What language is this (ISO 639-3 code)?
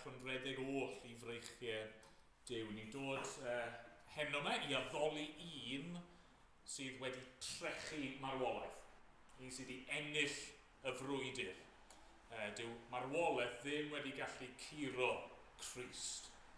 cym